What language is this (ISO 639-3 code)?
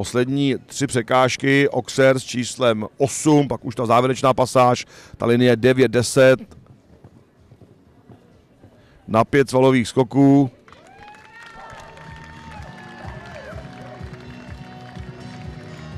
ces